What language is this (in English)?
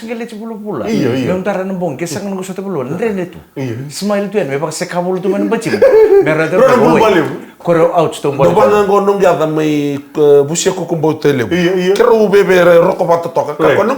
Fijian